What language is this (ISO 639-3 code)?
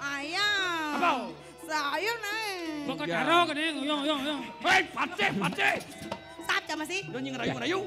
ban